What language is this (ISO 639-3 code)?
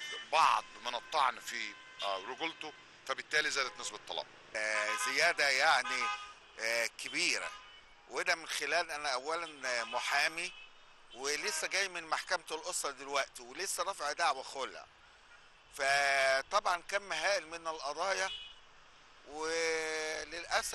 arz